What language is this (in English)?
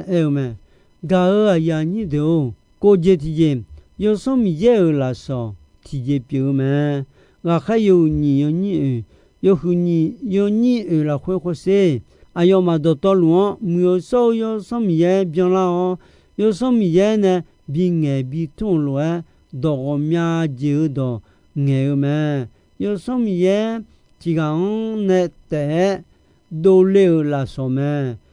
Akha